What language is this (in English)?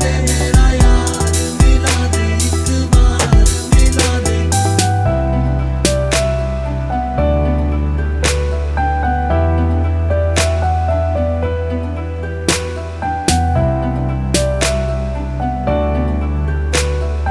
Hindi